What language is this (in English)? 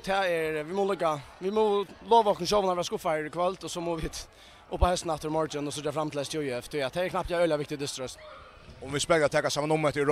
Faroese